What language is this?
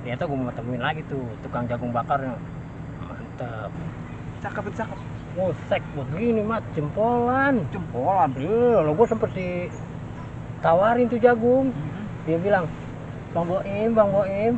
Betawi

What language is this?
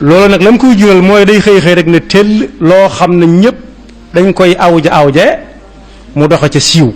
Wolof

